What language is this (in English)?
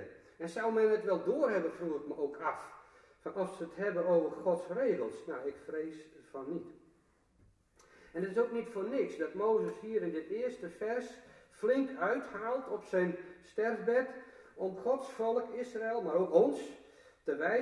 Dutch